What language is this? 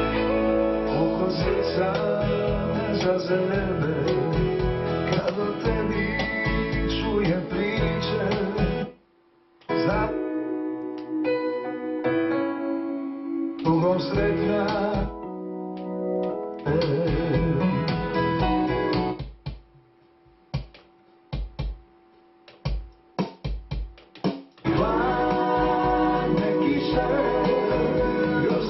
Croatian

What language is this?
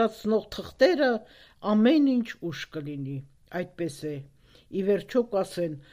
Armenian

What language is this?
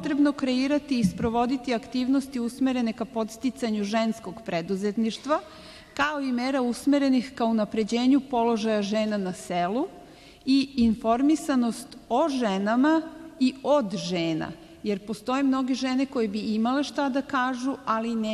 Serbian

